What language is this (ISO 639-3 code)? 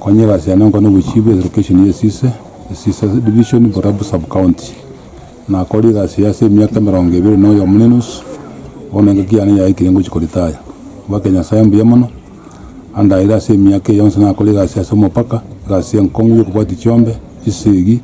guz